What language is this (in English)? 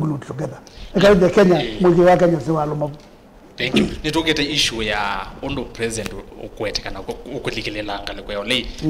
Kamba